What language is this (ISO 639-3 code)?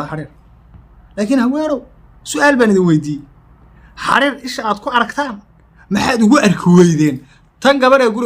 som